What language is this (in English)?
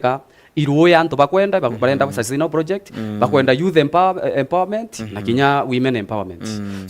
Meru